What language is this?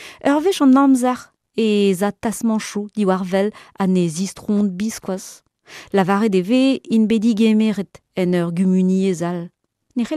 Breton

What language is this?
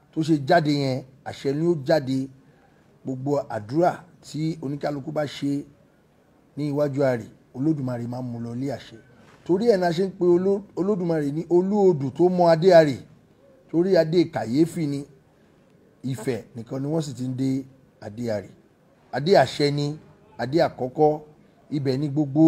Yoruba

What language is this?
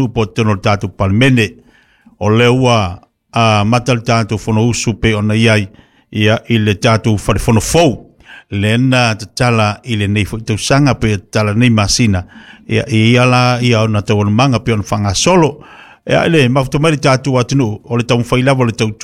Samoan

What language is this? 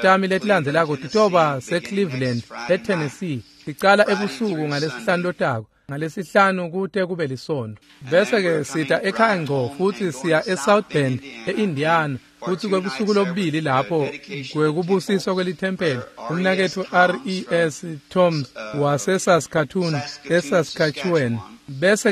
Swati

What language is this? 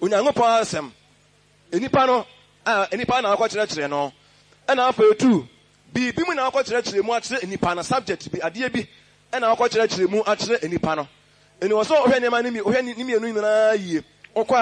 Akan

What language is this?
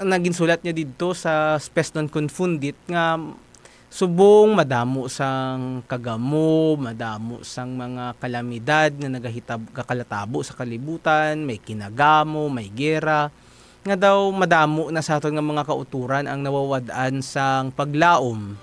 Hiligaynon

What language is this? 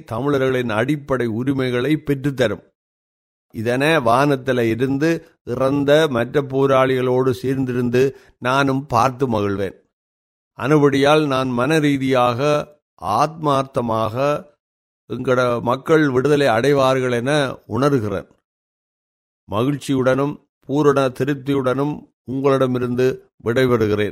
Tamil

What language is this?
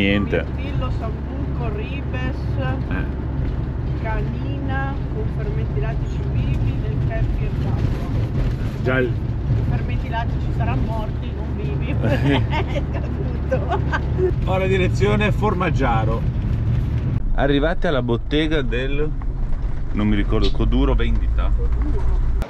Italian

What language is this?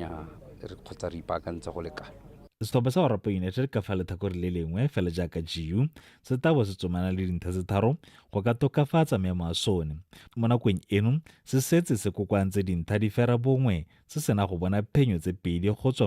Tswana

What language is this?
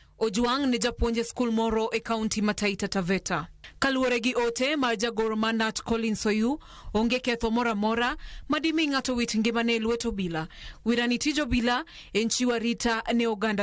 Luo (Kenya and Tanzania)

